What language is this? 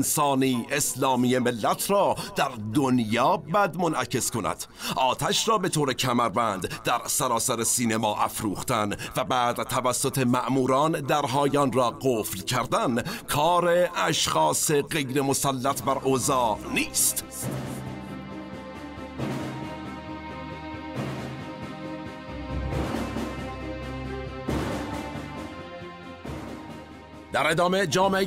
Persian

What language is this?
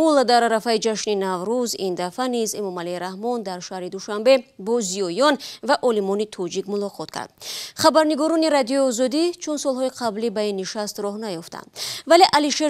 Tajik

